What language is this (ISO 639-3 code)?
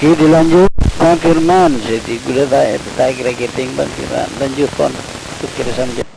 mad